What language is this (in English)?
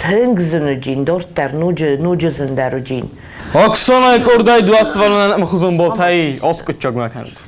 Ossetic